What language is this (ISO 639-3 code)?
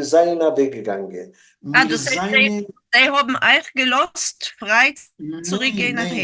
yid